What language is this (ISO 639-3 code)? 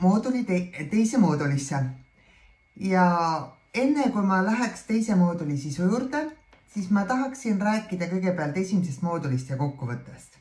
est